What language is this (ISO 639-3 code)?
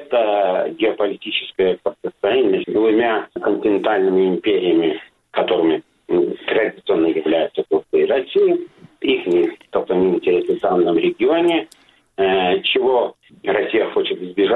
rus